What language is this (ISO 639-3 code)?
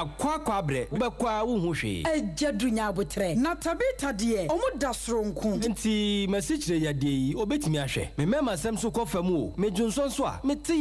aka